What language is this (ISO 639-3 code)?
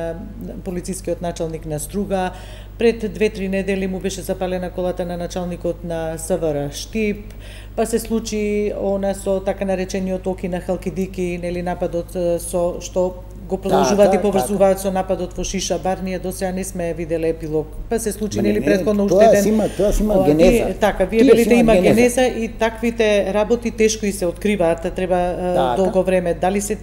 mkd